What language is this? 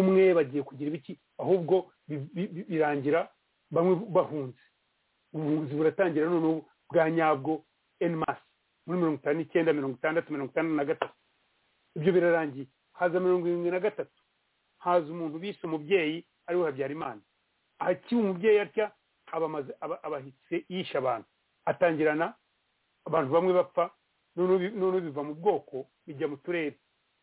Kinyarwanda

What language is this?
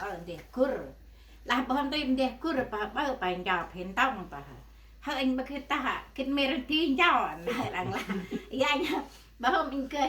Central Mnong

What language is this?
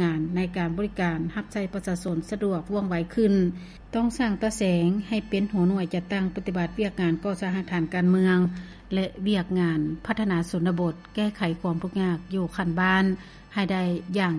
Lao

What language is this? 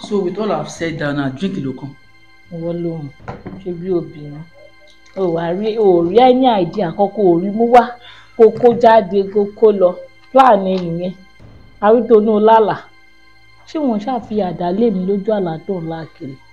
Yoruba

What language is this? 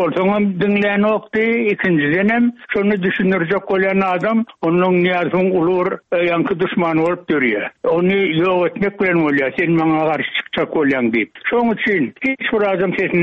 Turkmen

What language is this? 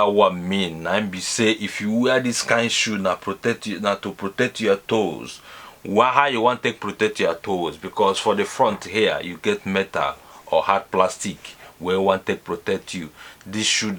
Nigerian Pidgin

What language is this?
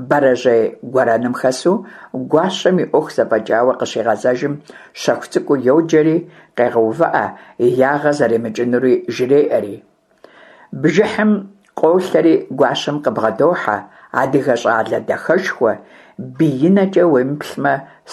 Kabardian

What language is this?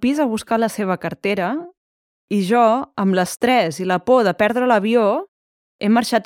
Catalan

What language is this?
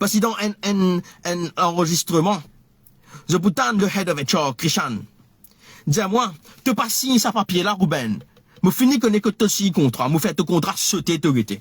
Morisyen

